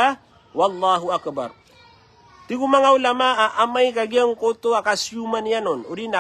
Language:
Maranao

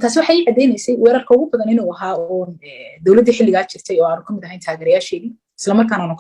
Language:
Somali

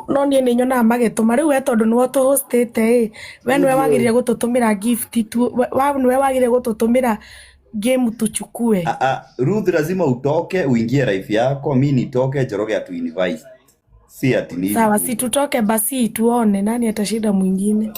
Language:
Kikuyu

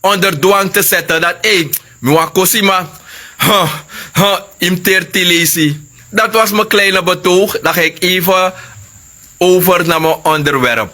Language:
Sranan Tongo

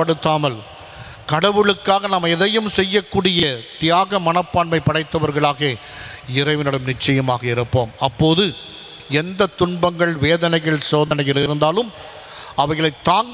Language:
Tamil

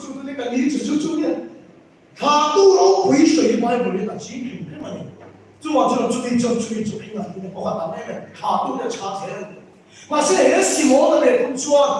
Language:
Mizo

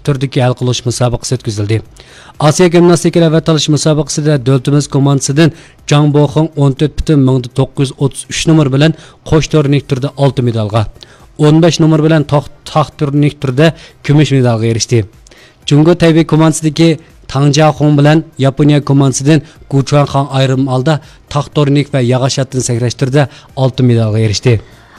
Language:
Uyghur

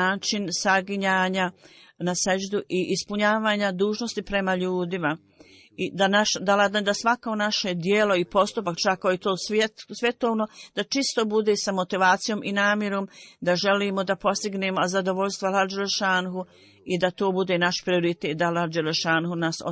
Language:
Bosnian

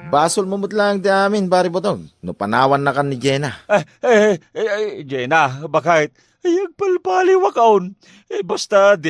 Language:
Iloko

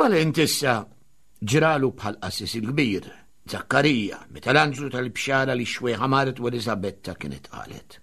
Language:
Maltese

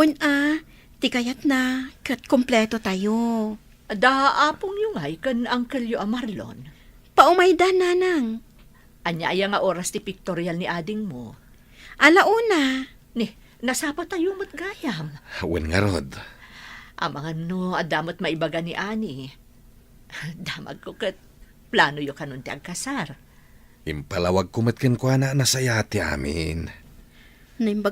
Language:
Iloko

